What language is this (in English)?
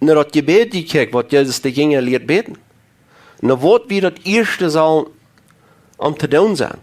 Plautdietsch